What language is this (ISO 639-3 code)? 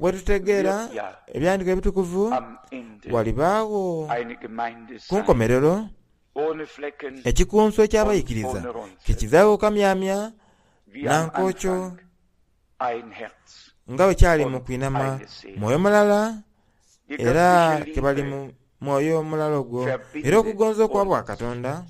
xog